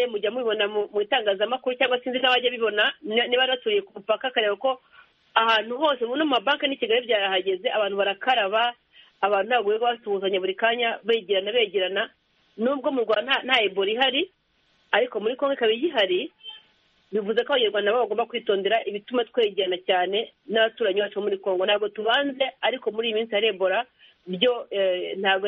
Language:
Kinyarwanda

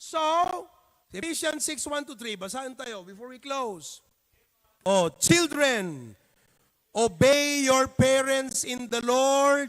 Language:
Iloko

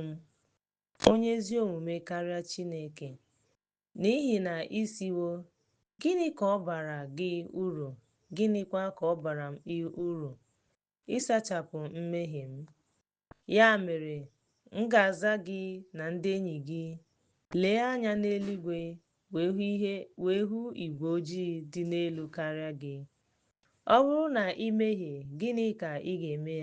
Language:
Igbo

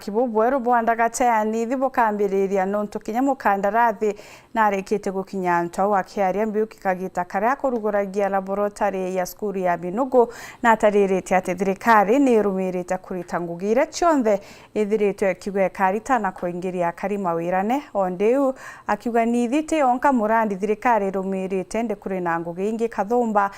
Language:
Meru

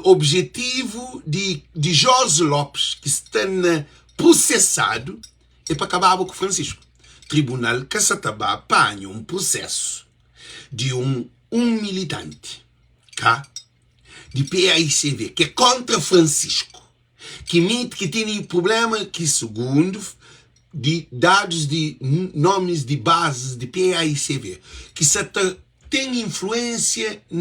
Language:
Kabuverdianu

